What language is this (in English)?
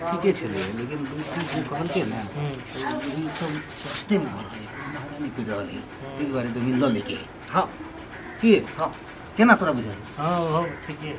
Maithili